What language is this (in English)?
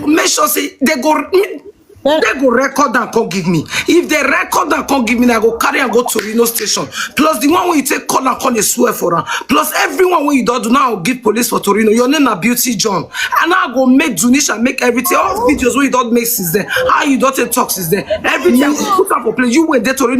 Nigerian Pidgin